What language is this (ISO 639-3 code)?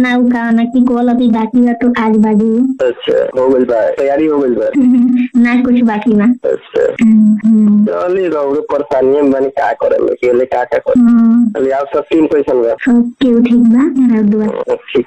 bho